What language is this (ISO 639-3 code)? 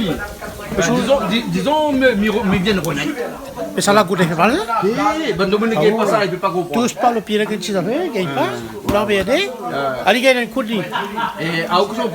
rcf